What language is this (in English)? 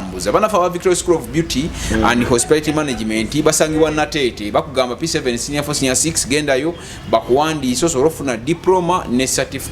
Ganda